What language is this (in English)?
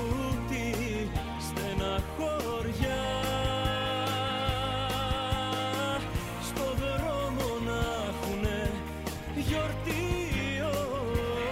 Greek